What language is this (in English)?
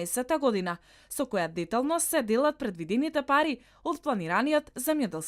Macedonian